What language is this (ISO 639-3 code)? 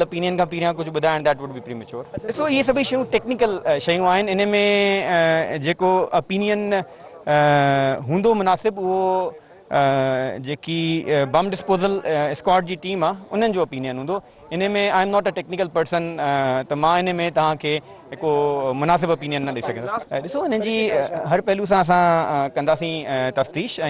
snd